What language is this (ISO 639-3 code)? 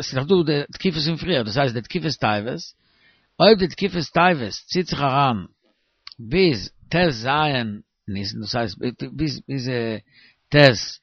yid